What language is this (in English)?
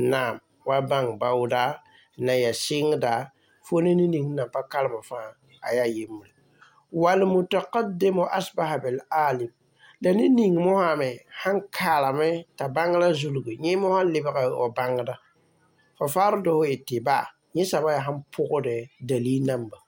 Mossi